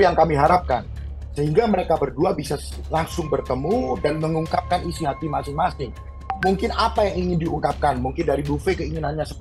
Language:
Indonesian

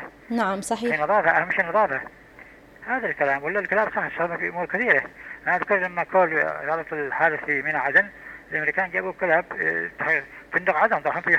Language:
Ta'izzi-Adeni Arabic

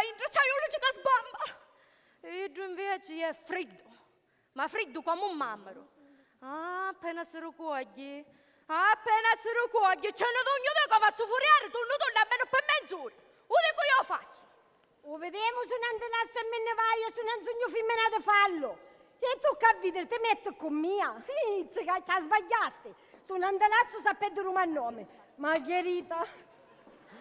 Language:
Sicilian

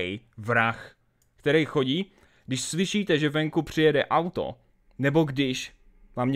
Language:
Czech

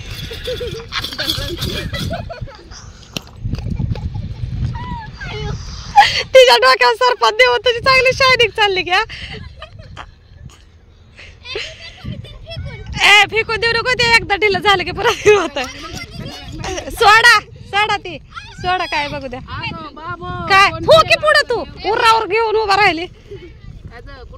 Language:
Marathi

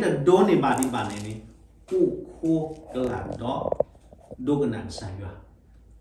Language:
S'gaw Karen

